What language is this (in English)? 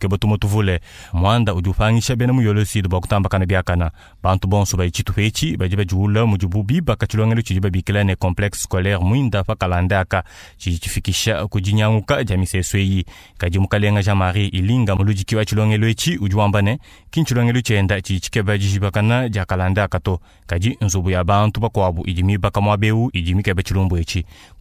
Luba-Lulua